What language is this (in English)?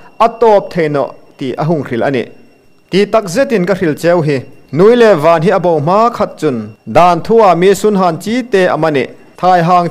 Hmar